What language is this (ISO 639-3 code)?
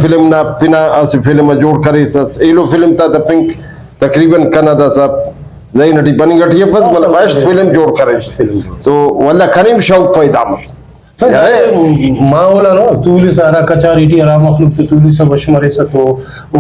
brh